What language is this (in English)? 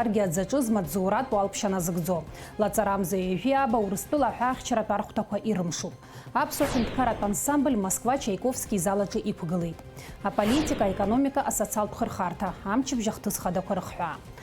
Abkhazian